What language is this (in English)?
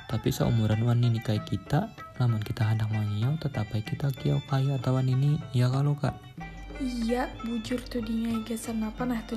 Banjar